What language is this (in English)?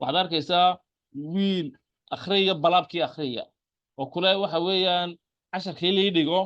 Somali